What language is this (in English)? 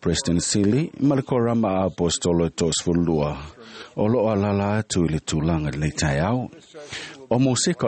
Samoan